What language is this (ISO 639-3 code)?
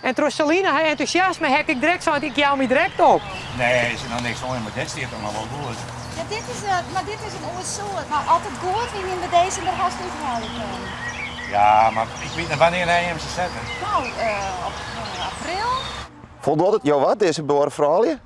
fry